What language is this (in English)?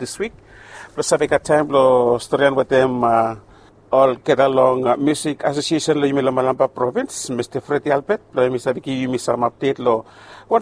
Bislama